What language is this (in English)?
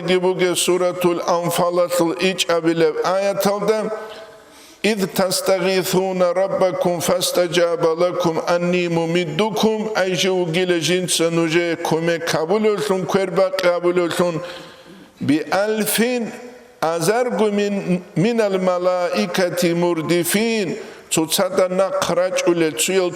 Avaric